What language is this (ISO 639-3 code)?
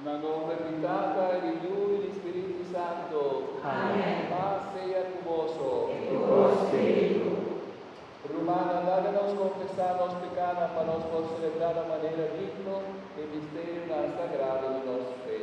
pap